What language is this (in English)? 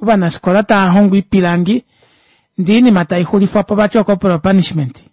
Kuanyama